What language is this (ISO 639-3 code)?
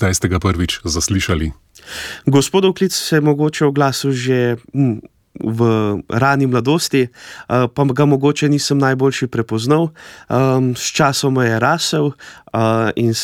slv